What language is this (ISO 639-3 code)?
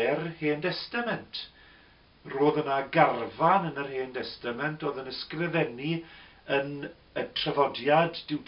cym